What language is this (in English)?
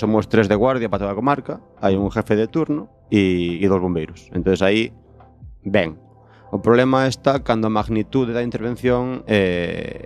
Galician